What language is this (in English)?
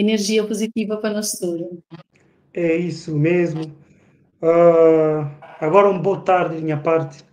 Kabuverdianu